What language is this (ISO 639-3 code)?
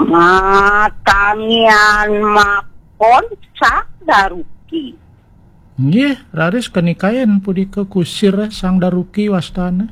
ban